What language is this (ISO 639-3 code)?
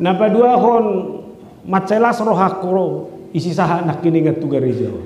bbc